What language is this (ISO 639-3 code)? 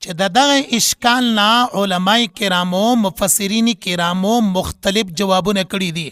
pus